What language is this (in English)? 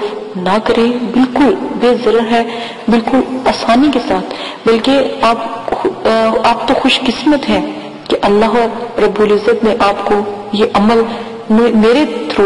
Urdu